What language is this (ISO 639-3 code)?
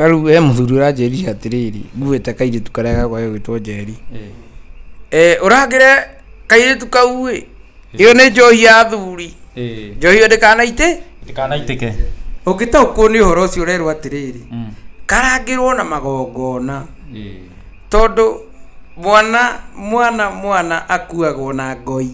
kik